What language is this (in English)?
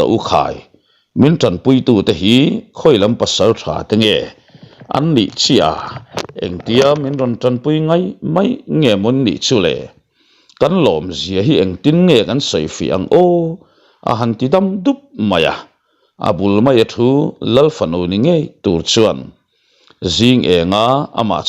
Mizo